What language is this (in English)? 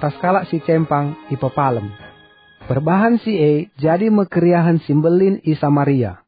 Batak Karo